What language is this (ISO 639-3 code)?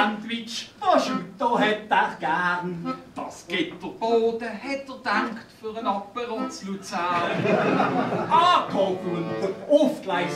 gsw